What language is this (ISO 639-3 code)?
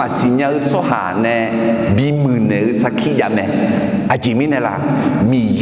ahk